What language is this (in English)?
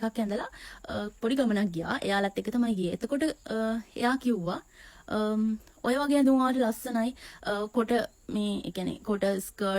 Sinhala